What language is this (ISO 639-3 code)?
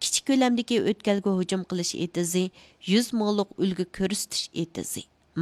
uig